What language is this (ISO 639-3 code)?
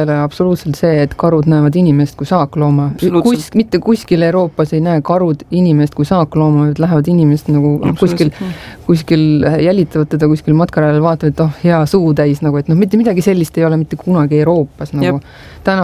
est